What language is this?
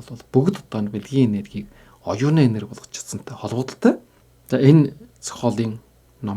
Mongolian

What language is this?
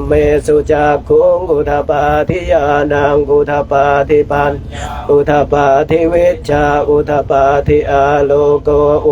Pali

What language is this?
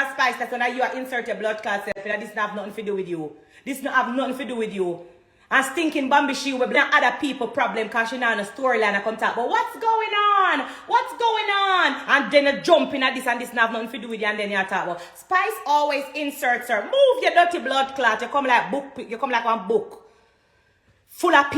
Jamaican Creole English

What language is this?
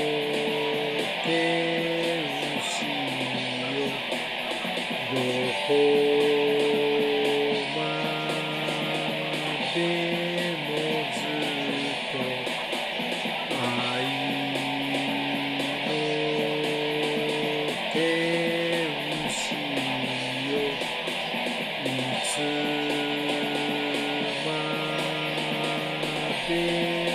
Japanese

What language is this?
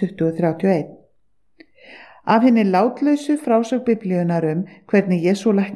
Icelandic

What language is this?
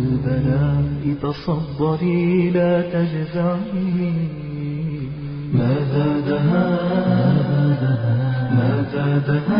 Bosnian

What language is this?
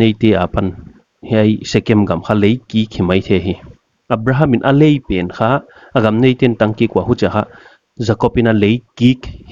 Paite Chin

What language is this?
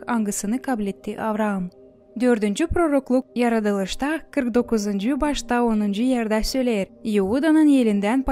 Gagauz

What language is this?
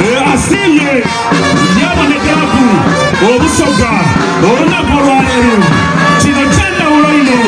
Soga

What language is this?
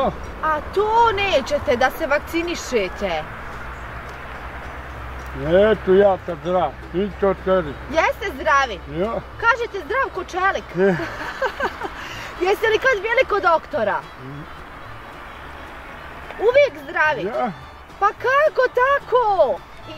Bosnian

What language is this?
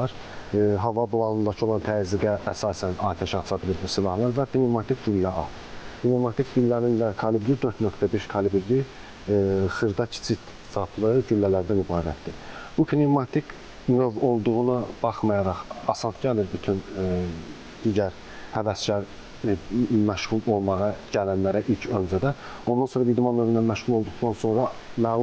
Azerbaijani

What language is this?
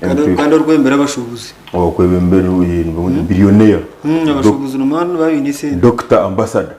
Nyankole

